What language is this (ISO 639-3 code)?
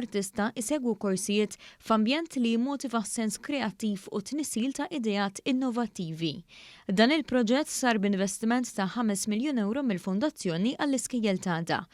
mlt